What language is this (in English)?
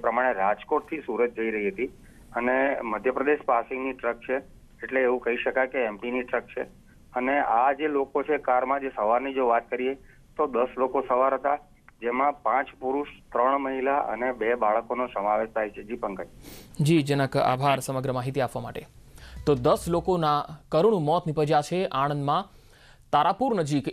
Gujarati